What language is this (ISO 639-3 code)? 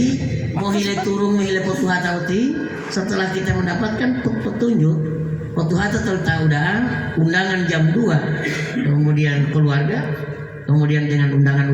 gor